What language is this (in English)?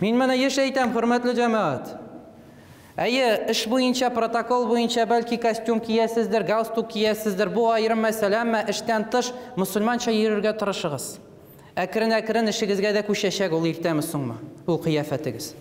Tatar